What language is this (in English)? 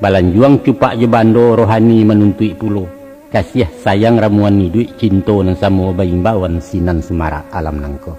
Minangkabau